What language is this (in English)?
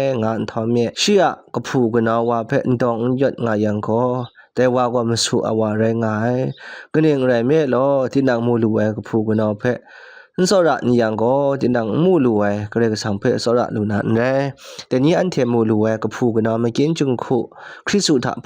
Kachin